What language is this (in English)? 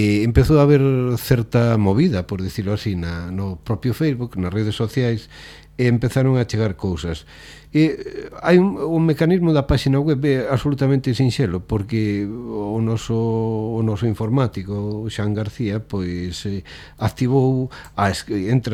Galician